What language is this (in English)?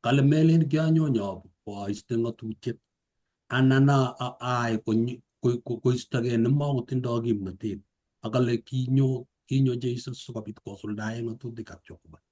Kalenjin